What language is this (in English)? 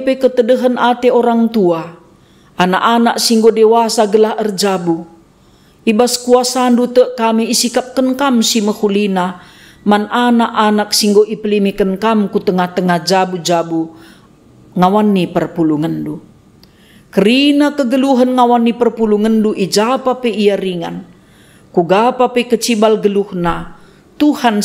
Batak Karo